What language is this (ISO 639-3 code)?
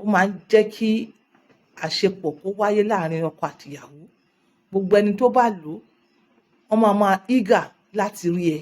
yor